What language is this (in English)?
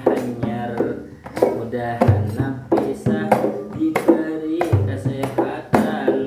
Banjar